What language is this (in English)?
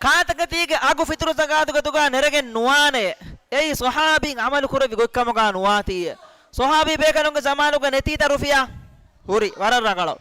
Divehi